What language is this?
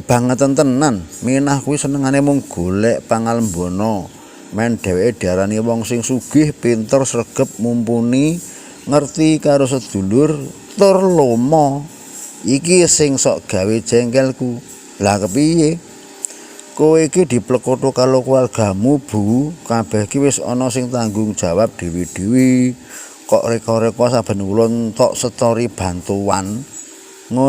Javanese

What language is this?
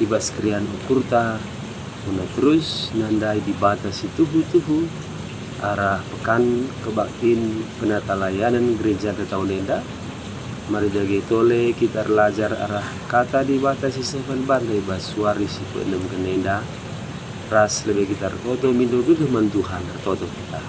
Batak Karo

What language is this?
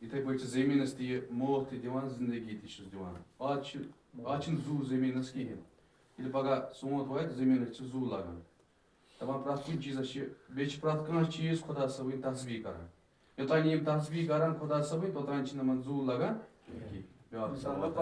Kashmiri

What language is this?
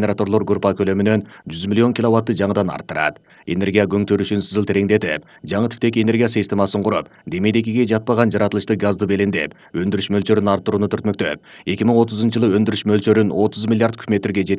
Kyrgyz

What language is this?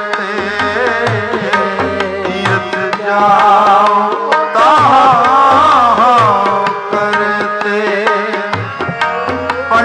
Punjabi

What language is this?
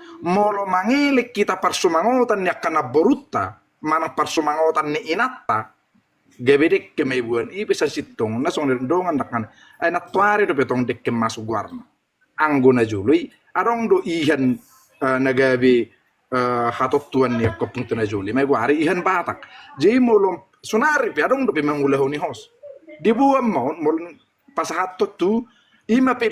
Batak Toba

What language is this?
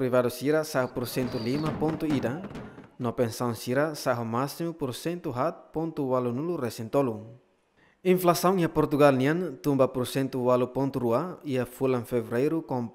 Tetum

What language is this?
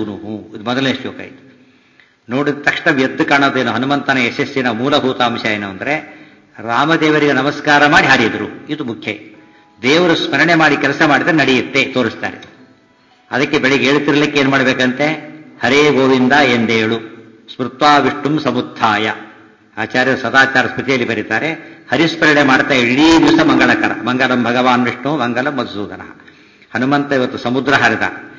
Kannada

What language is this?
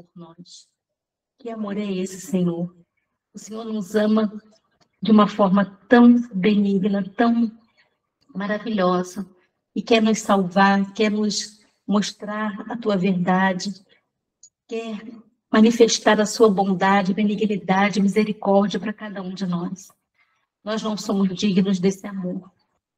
Portuguese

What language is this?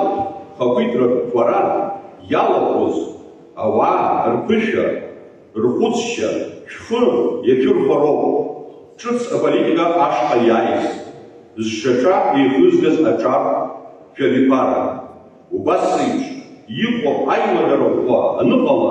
Abkhazian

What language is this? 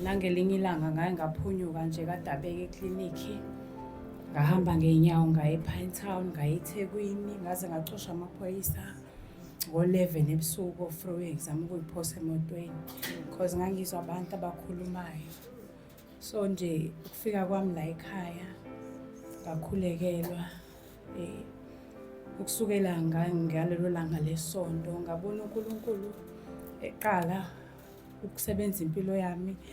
Zulu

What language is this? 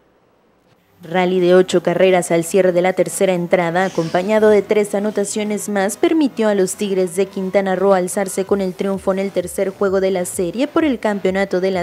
Spanish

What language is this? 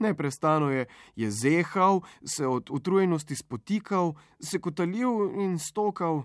Slovenian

